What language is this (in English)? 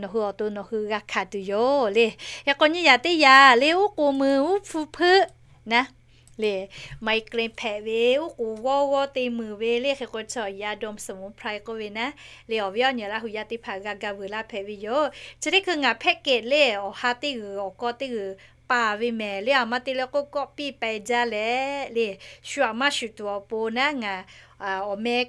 Lahu